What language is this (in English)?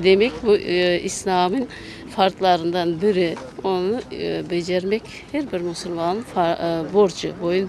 Crimean Tatar